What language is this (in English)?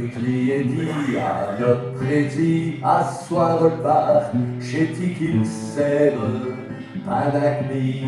Picard